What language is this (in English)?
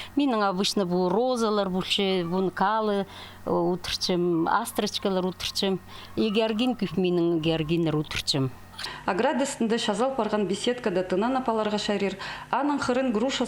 Khakas